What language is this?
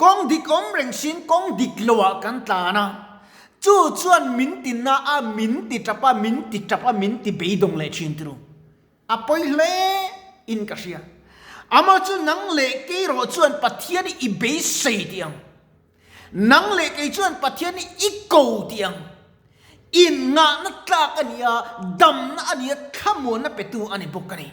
Mizo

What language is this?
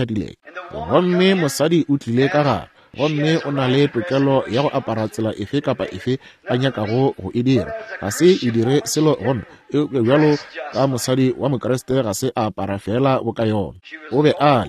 Northern Sotho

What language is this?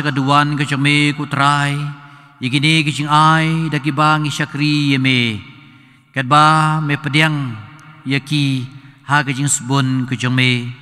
Khasi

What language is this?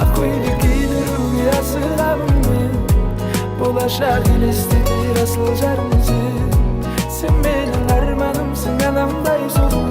Kara-Kalpak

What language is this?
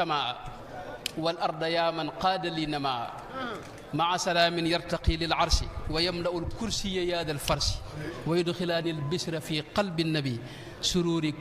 Wolof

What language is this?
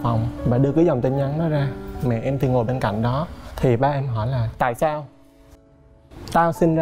Vietnamese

